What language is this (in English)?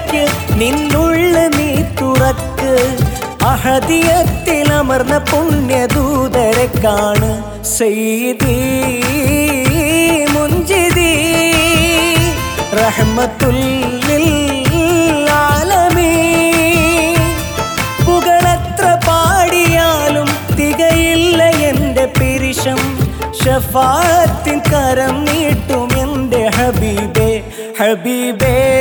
Malayalam